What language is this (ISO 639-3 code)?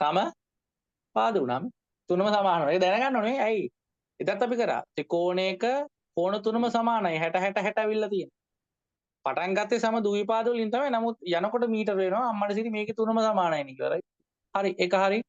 sin